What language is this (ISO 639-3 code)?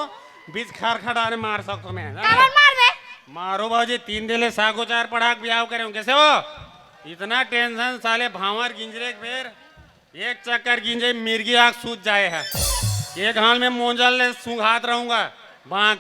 hne